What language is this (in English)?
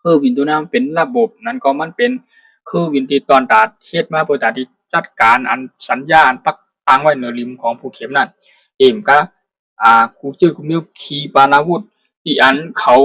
Shan